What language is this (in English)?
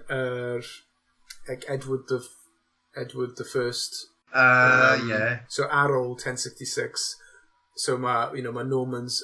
Welsh